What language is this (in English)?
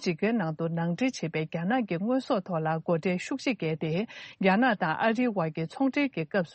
Tibetan